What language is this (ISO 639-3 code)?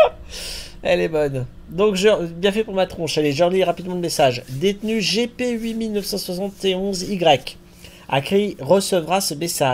fra